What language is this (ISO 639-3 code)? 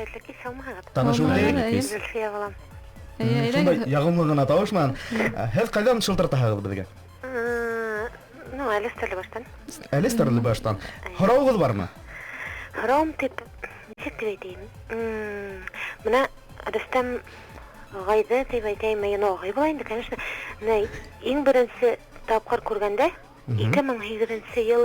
bak